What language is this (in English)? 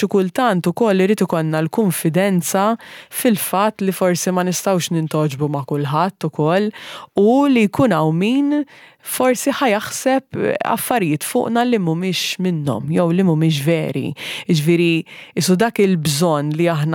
Maltese